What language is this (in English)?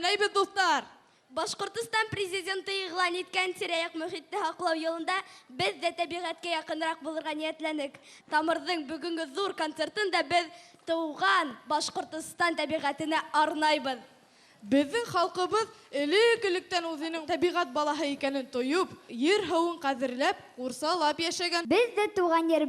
Bashkir